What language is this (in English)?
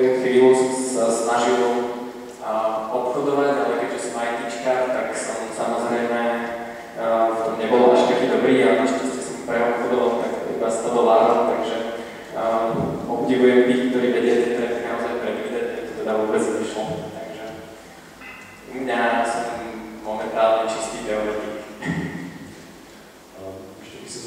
Slovak